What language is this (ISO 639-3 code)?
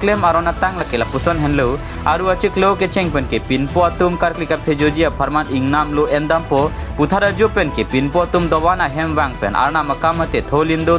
mjw